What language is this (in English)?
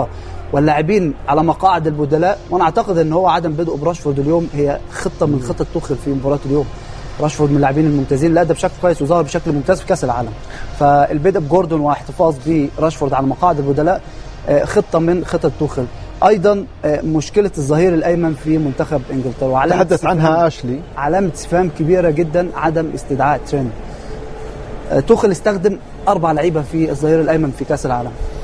Arabic